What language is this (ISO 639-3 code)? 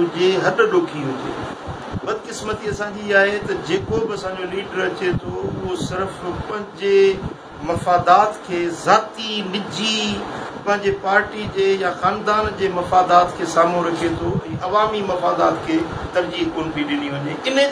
snd